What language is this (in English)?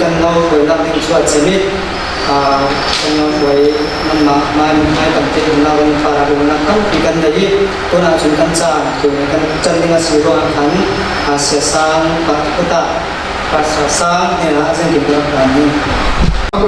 Falam Chin